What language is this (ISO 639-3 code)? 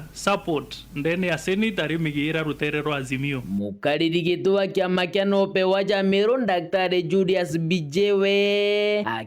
mer